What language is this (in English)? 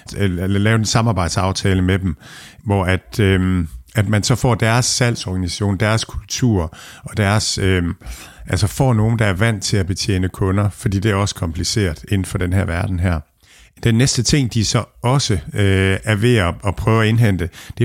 Danish